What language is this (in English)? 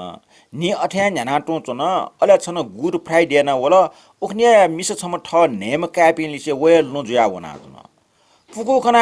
Newari